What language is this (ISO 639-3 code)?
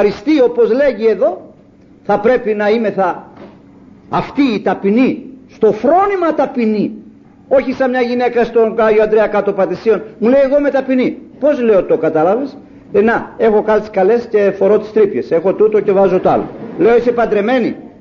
ell